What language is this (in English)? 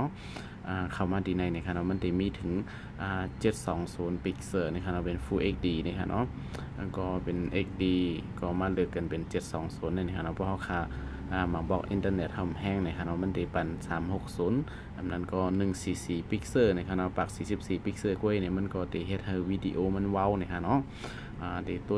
Shan